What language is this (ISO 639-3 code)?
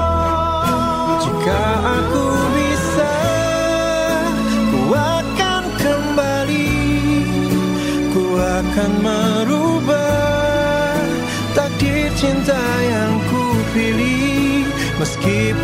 ind